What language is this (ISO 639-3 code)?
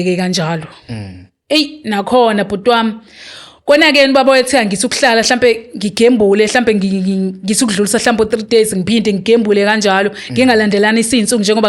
zul